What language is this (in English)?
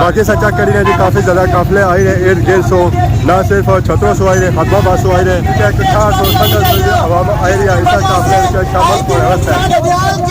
Pahari-Potwari